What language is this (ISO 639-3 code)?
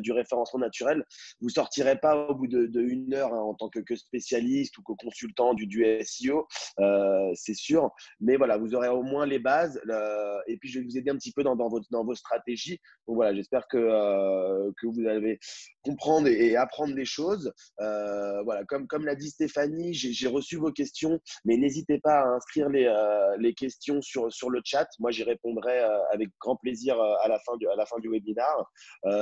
fra